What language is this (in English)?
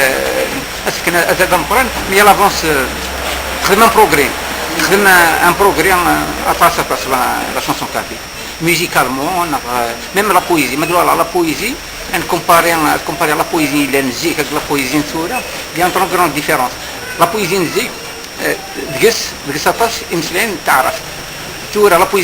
Kabyle